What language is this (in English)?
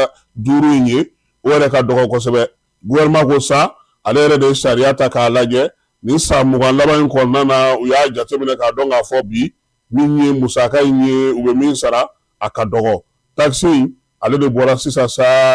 Bambara